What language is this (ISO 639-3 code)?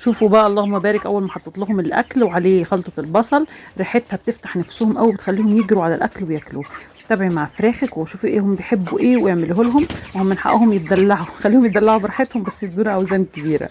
arz